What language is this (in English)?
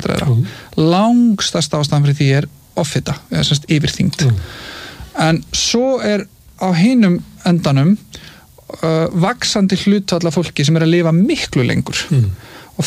Icelandic